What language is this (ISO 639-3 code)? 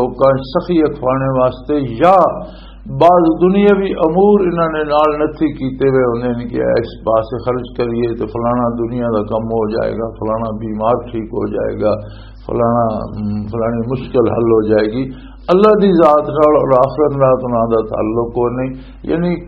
lah